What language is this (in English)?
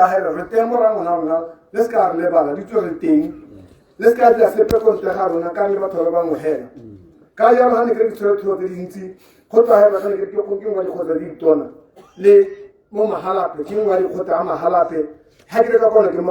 Tswana